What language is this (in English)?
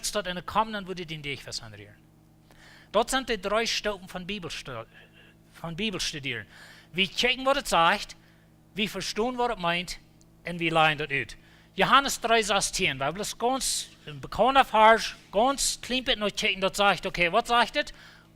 Plautdietsch